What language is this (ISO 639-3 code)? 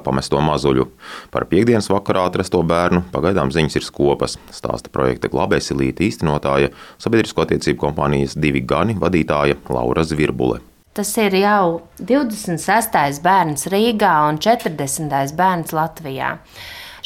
lav